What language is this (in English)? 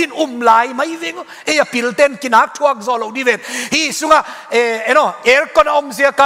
Tedim Chin